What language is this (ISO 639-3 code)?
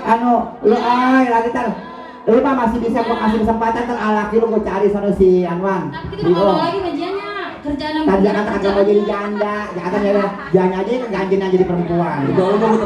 bew